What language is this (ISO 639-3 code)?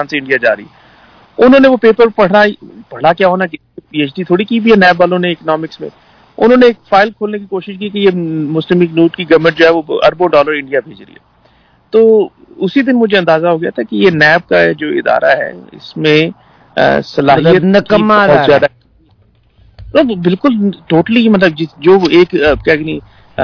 urd